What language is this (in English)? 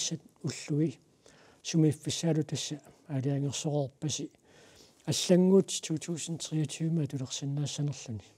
Kalaallisut